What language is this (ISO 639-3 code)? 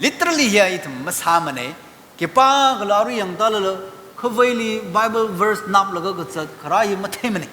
nmf